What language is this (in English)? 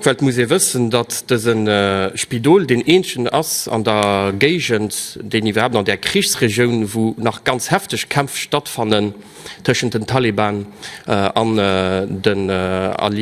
Luxembourgish